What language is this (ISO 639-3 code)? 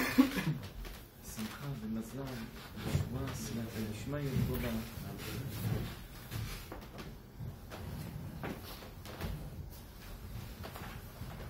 heb